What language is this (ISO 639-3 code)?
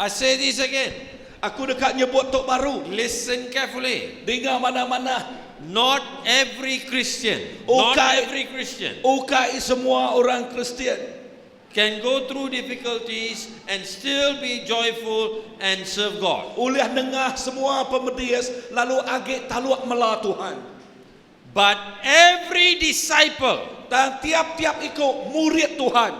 iba